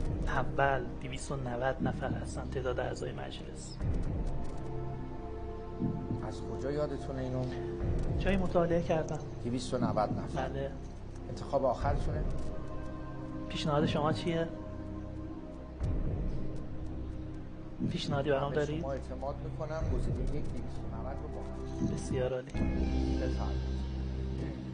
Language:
Persian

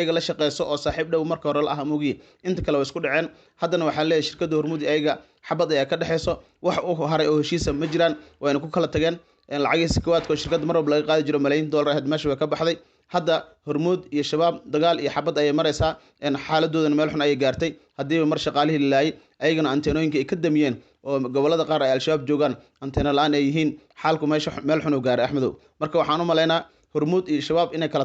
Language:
Somali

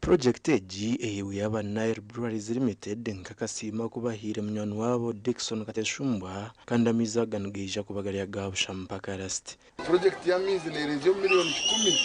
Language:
Nyankole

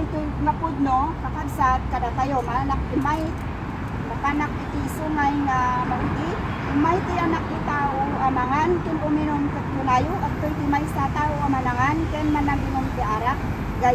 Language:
Iloko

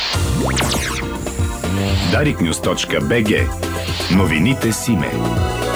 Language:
Bulgarian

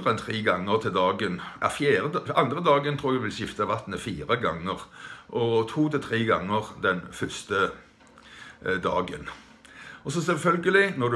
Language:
Norwegian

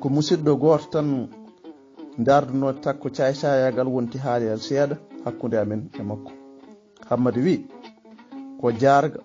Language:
Fula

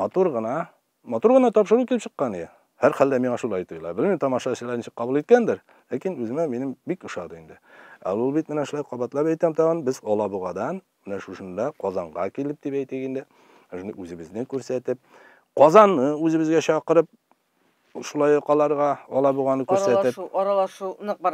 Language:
Tatar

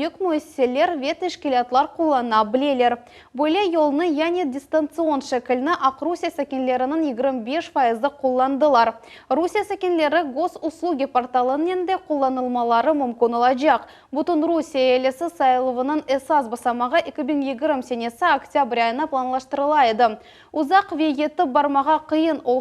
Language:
Crimean Tatar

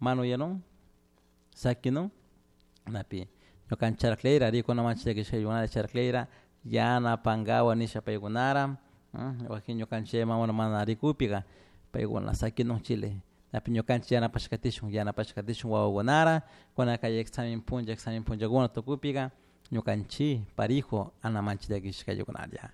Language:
Chimborazo Highland Quichua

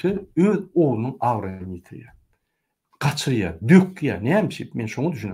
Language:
Turkmen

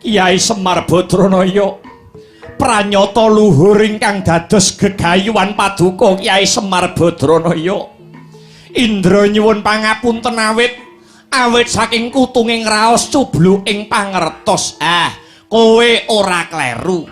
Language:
Javanese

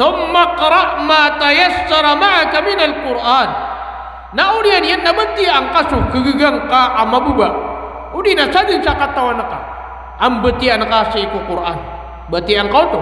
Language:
Maranao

